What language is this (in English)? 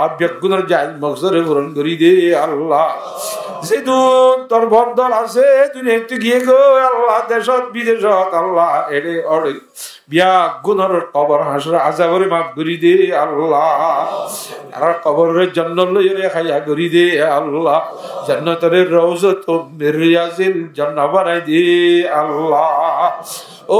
Rohingya